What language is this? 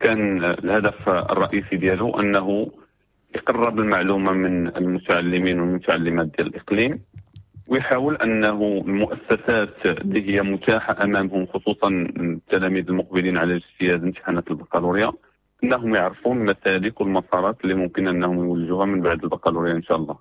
Moroccan Arabic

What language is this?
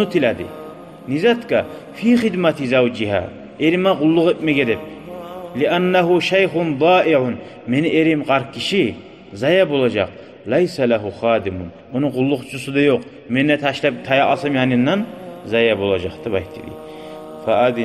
Kumyk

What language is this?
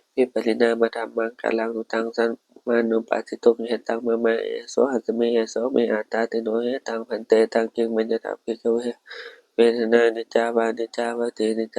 Pali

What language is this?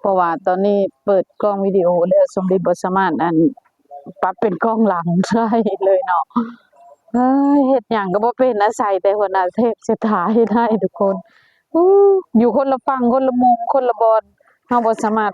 Lao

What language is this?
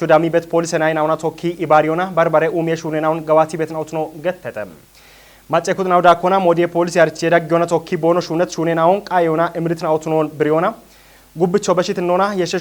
Kafa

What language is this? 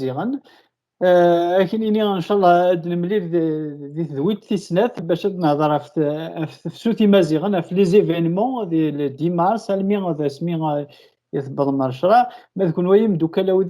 Kabyle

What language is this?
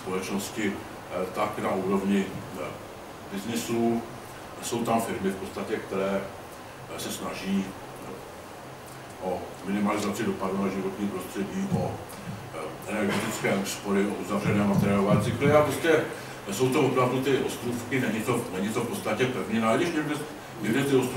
Czech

